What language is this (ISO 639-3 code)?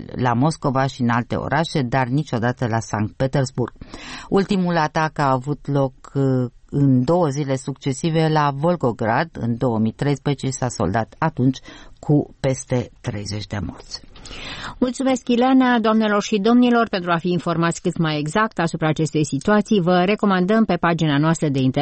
ron